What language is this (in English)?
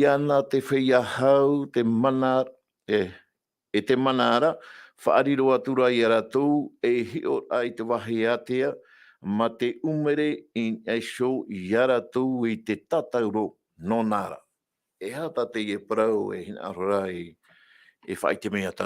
Tahitian